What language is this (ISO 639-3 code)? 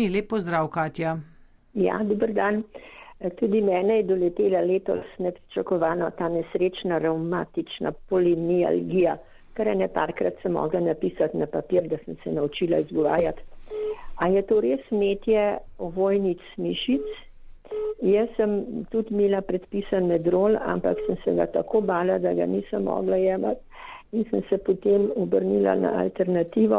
slv